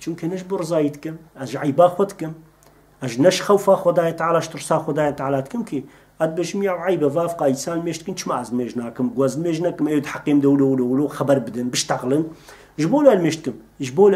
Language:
Kurdish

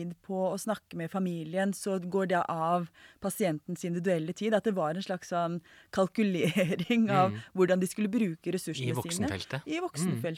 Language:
Norwegian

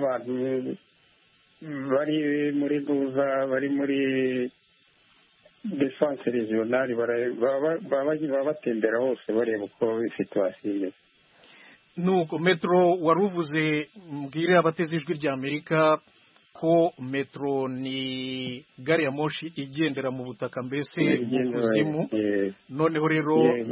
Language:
Kinyarwanda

